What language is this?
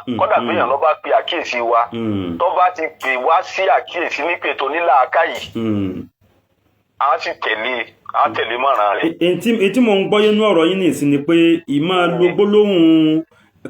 Yoruba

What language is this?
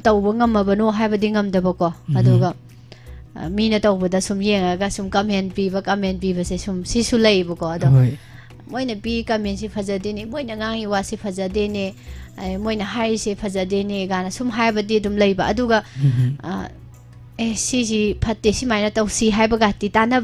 Manipuri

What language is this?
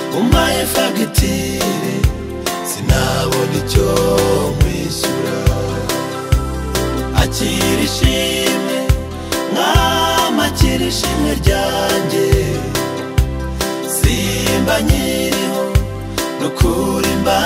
Kinyarwanda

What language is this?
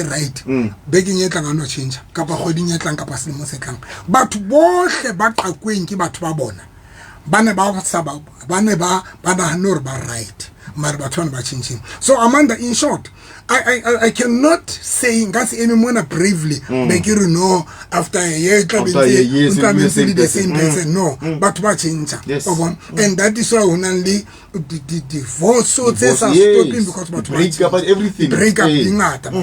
Southern Sotho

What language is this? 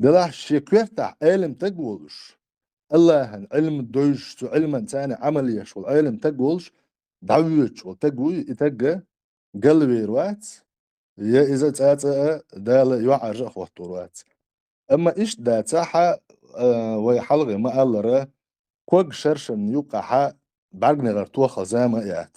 Chechen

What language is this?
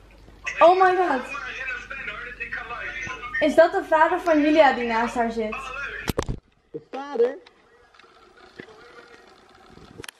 Dutch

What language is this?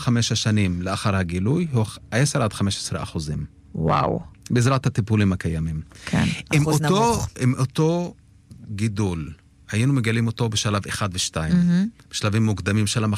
Hebrew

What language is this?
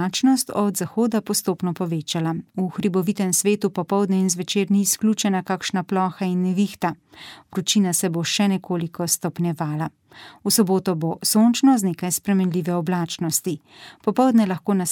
Slovenian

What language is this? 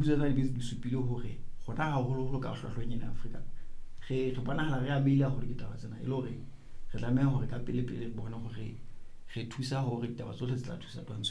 Southern Sotho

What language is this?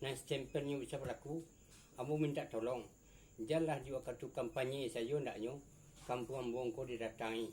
Minangkabau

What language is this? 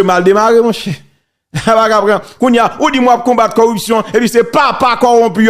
Haitian Creole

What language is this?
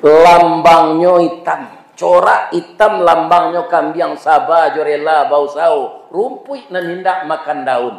Minangkabau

